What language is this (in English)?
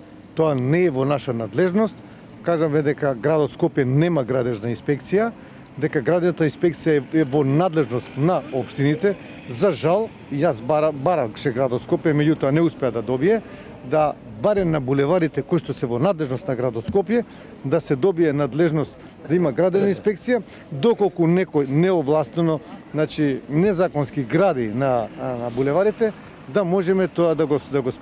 Macedonian